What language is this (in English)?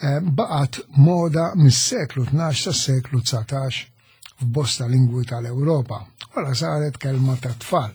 Maltese